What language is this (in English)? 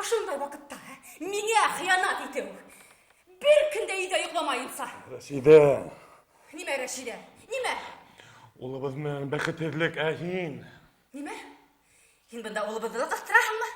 Bashkir